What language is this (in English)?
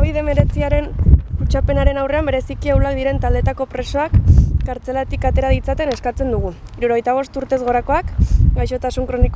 Basque